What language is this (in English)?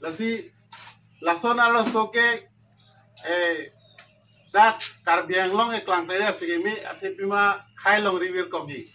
Karbi